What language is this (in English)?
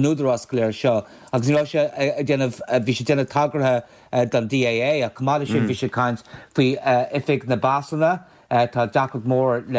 Irish